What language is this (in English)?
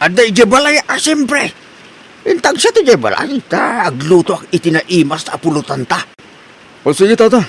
Iloko